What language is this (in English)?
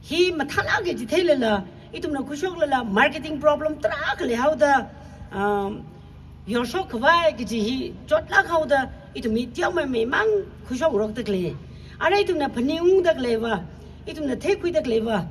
Tangkhul Naga (India)